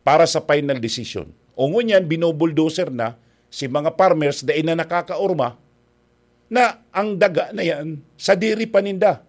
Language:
Bikol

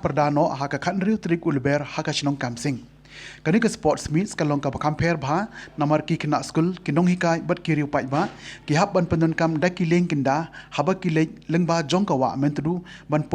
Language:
Khasi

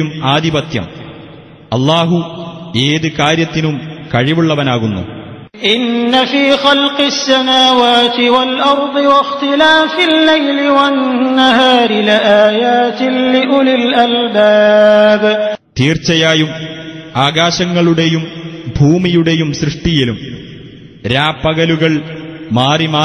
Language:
Malayalam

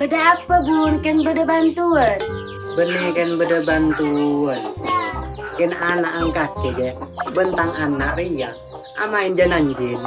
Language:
Madurese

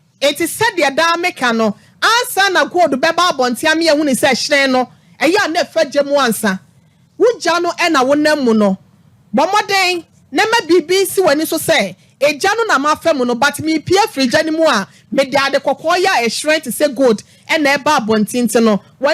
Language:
Akan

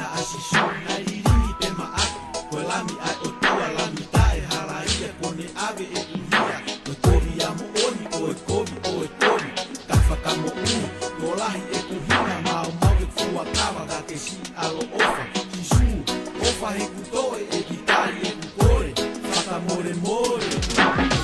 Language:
Tongan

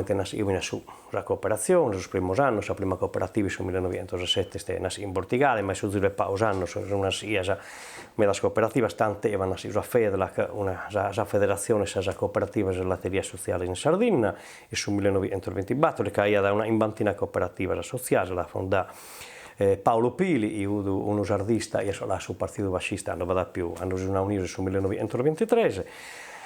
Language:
Sardinian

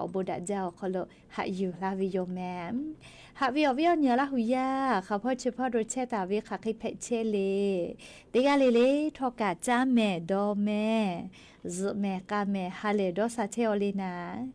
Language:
Lahu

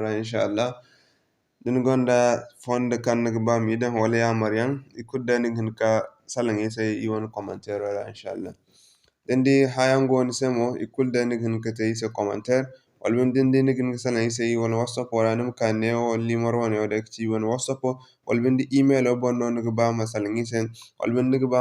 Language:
Zarma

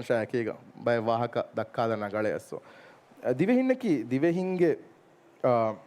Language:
Divehi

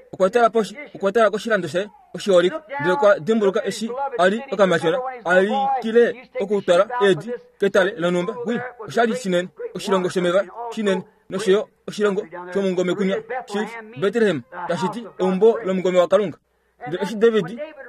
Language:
Kuanyama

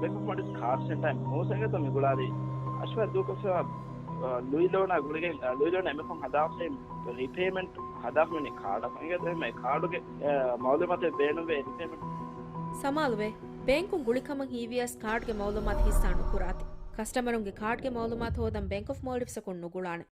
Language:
Divehi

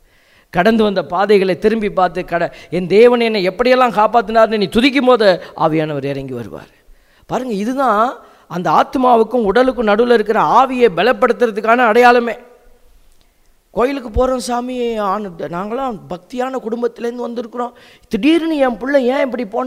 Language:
Tamil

